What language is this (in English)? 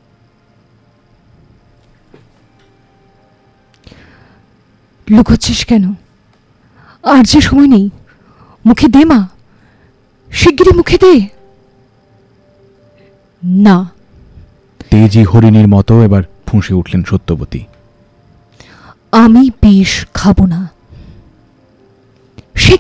Bangla